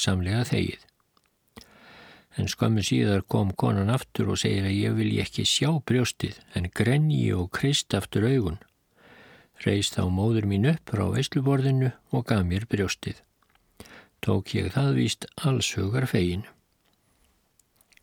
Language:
Icelandic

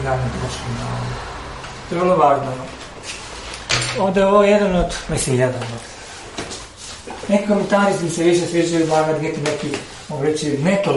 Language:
Croatian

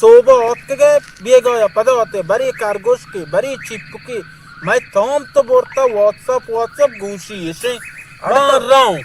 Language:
Baluchi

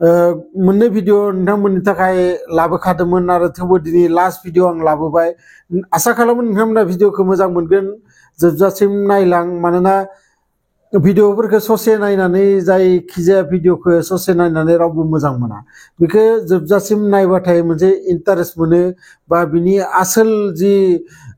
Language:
Bodo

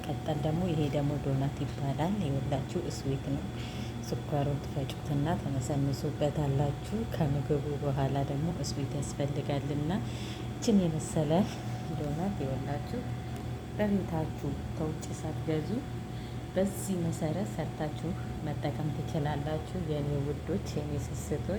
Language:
Amharic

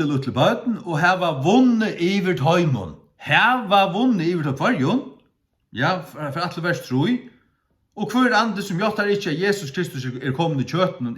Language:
Faroese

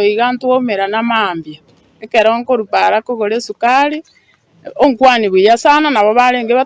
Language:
Gusii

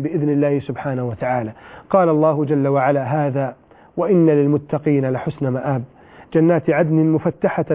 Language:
Arabic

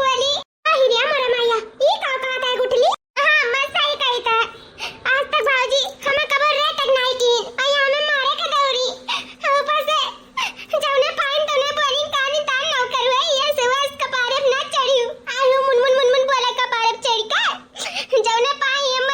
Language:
Awadhi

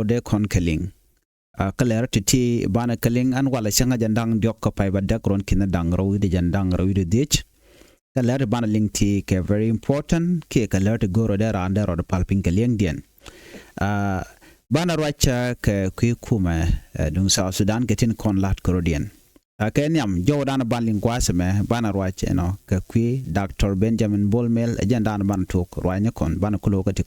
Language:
Nuer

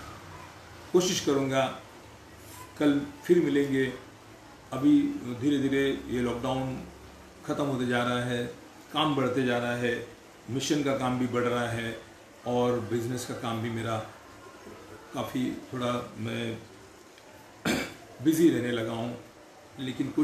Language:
Hindi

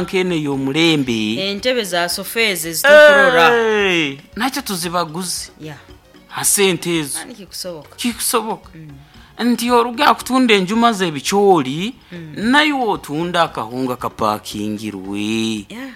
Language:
Nyoro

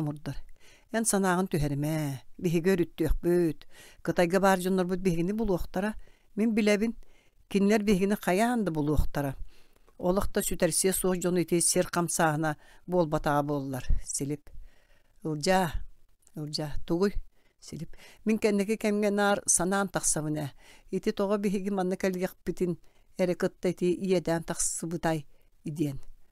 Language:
Yakut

